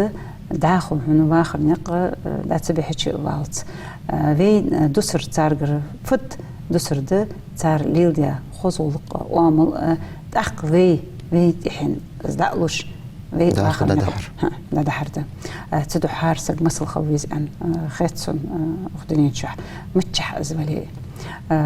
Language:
Ingush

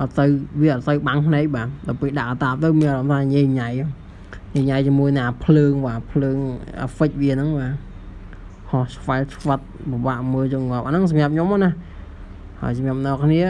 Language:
Khmer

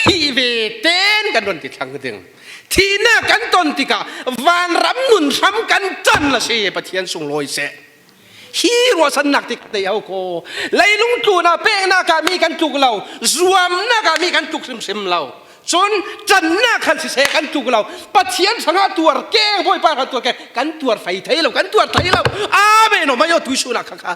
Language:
Falam Chin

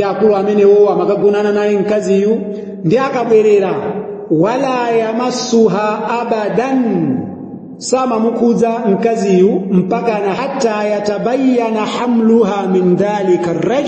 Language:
Nyanja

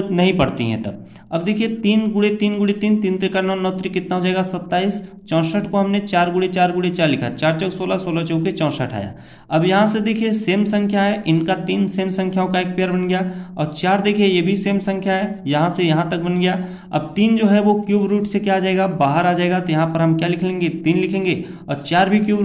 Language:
Hindi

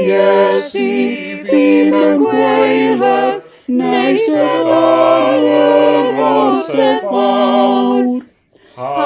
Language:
Welsh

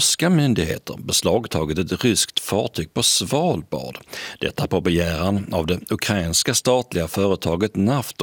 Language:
Swedish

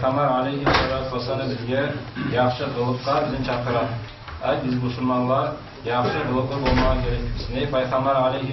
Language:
Kumyk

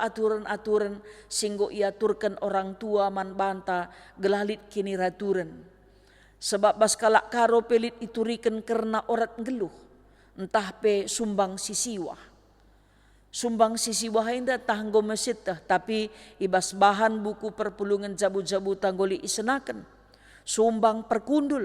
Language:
Batak Karo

